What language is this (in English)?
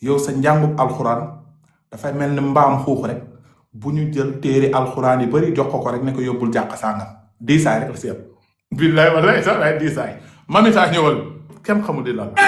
Wolof